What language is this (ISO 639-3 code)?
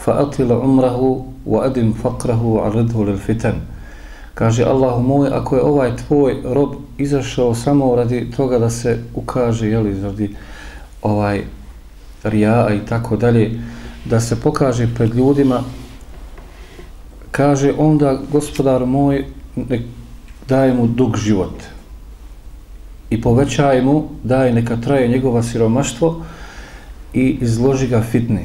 bos